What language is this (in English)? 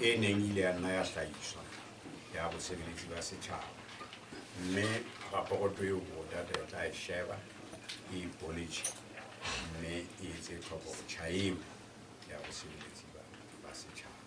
Southern Sotho